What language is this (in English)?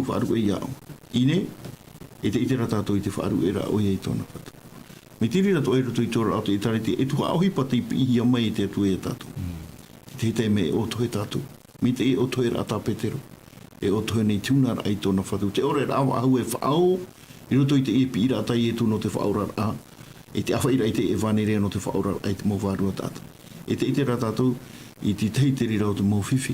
Tahitian